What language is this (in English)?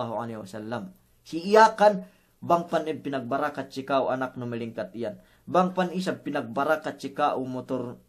Yakan